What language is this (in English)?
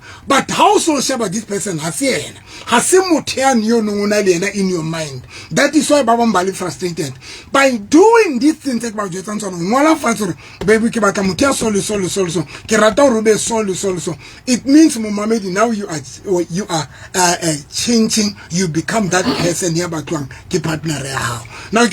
Southern Sotho